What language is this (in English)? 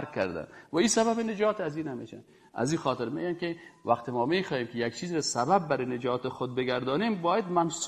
Persian